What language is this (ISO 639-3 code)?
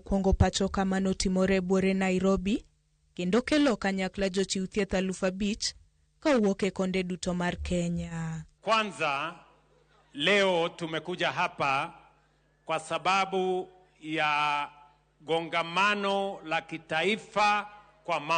luo